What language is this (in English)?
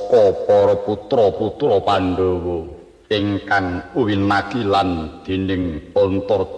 Javanese